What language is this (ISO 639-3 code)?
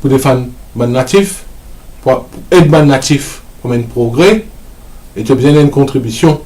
mfe